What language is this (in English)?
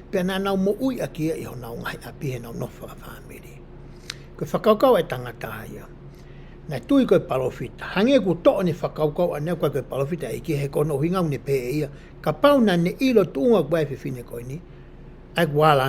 Tongan